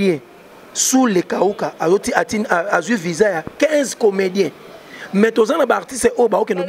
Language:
Lingala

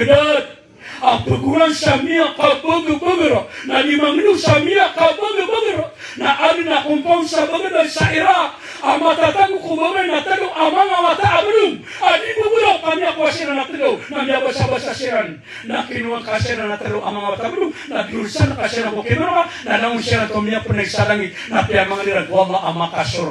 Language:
Maranao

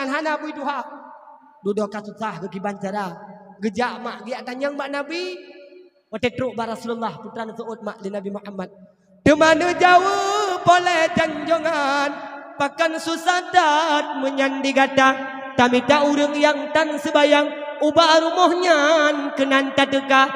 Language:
Achinese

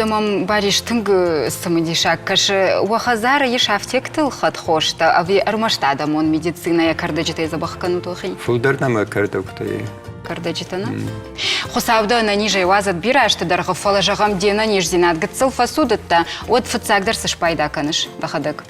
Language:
Ossetic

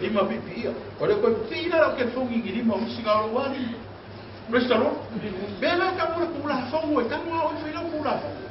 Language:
Samoan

